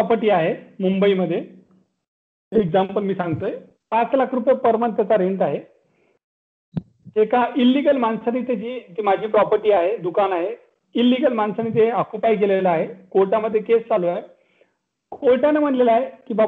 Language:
Marathi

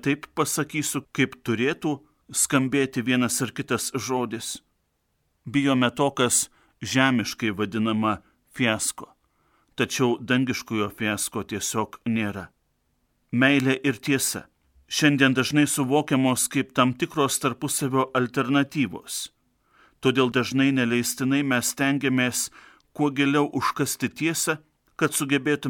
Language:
Lithuanian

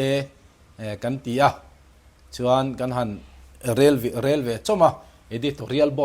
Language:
Mizo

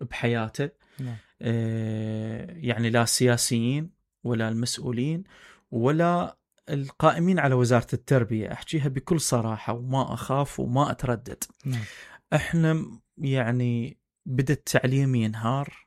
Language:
Mesopotamian Arabic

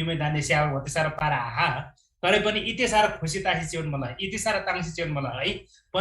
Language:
Eastern Tamang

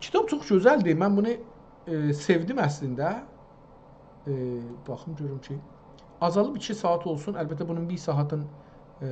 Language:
South Azerbaijani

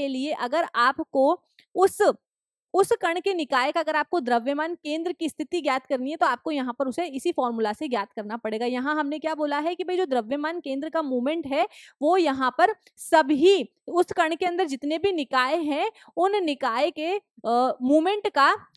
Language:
Hindi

